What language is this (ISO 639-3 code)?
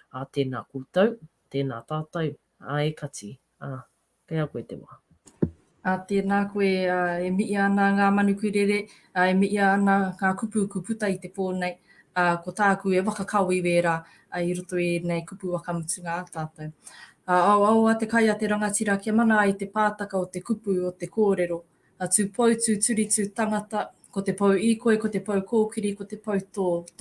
mri